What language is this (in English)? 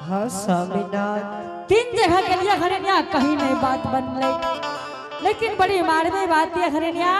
Angika